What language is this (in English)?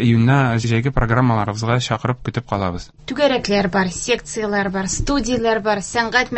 Tatar